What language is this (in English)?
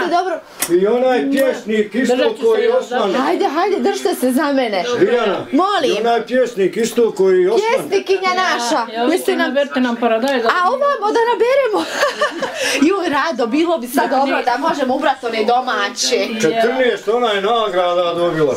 Bosnian